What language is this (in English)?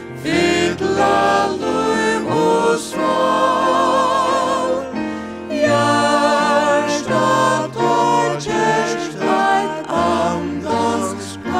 Faroese